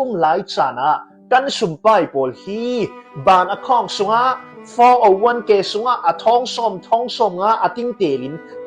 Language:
Falam Chin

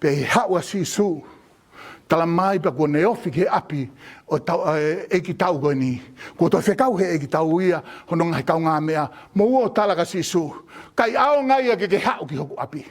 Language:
Tongan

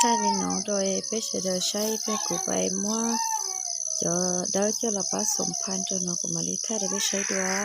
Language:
Hmong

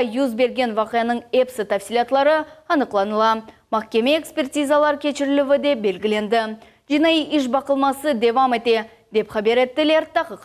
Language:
Crimean Tatar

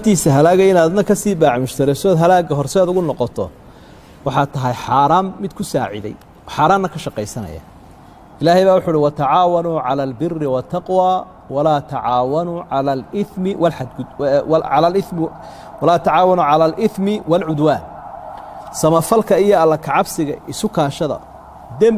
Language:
Somali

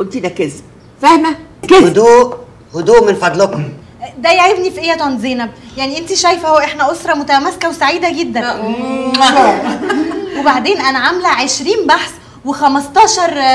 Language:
Egyptian Arabic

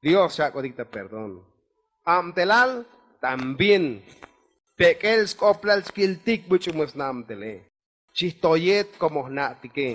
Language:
Tzotzil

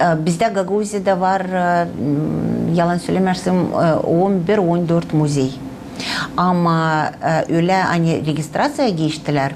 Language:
Gagauz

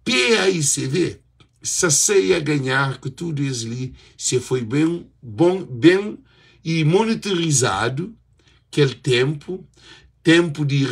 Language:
Kabuverdianu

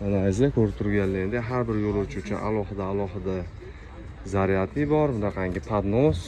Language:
Uzbek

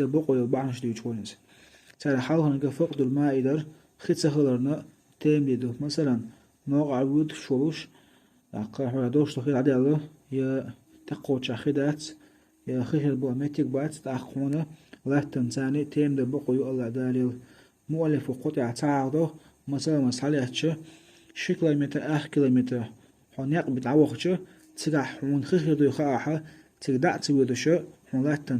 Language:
Chechen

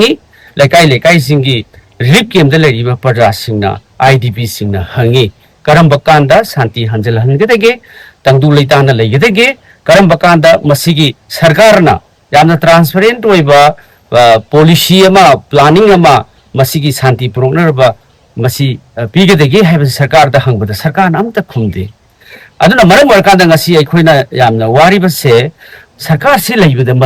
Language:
Manipuri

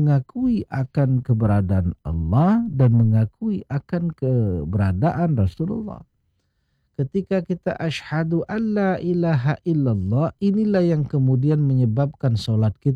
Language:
Indonesian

